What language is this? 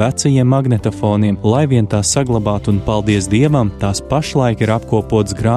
Latvian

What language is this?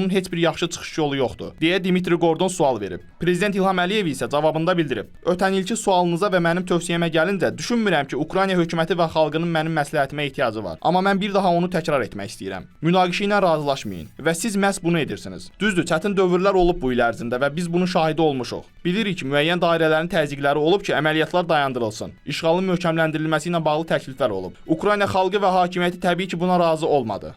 Azerbaijani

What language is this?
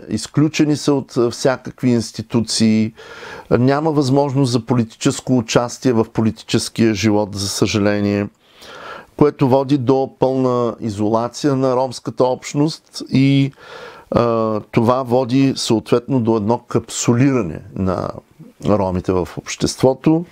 Bulgarian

